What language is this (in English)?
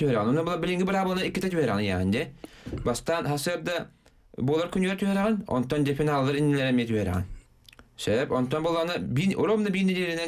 Yakut